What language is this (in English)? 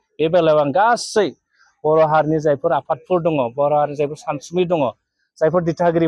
Bodo